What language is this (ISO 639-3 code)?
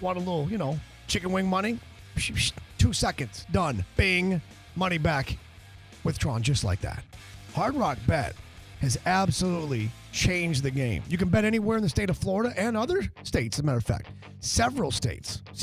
eng